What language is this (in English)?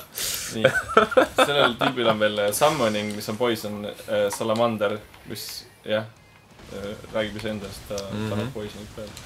Estonian